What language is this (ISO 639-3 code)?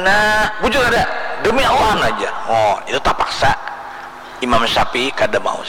bjn